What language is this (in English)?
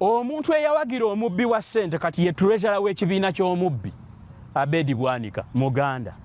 Ganda